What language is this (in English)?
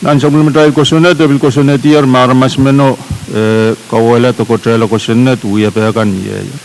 Pohnpeian